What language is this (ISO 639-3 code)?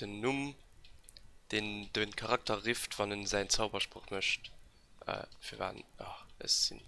ltz